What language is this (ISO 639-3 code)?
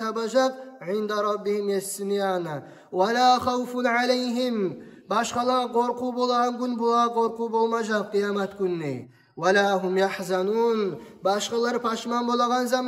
kum